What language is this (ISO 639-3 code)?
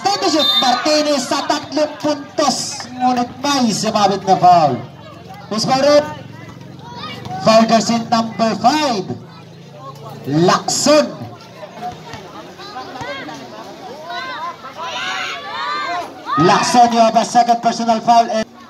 fil